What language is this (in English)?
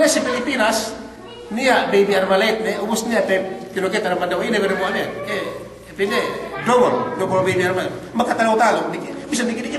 Yakan